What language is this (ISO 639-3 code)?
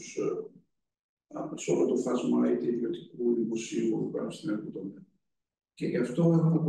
ell